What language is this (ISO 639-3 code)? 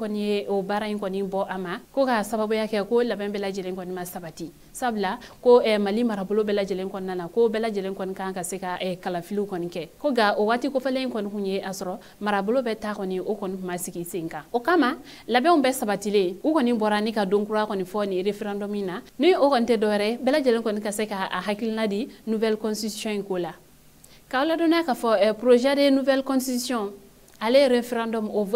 bam